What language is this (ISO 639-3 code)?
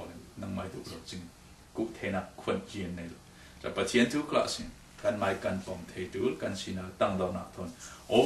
cfm